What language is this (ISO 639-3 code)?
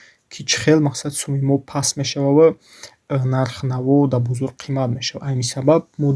tgk